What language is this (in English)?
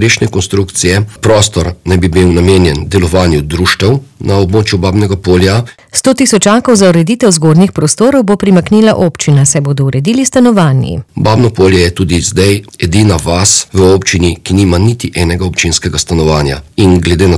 Slovenian